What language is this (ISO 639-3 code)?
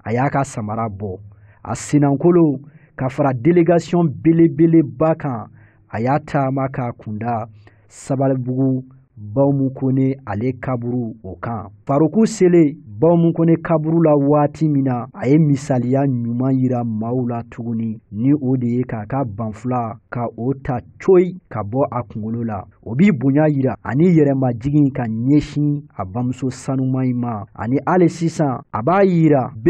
bam